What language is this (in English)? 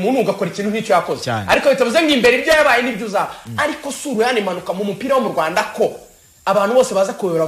Kinyarwanda